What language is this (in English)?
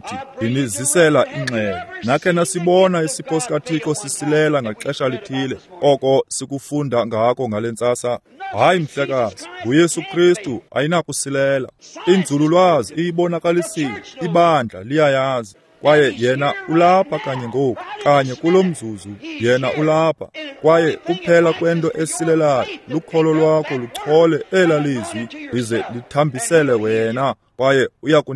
Xhosa